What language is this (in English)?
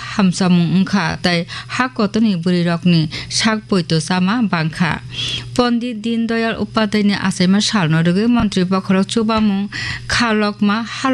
Kok Borok